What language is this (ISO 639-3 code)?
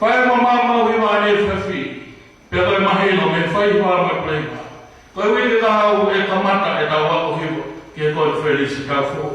ton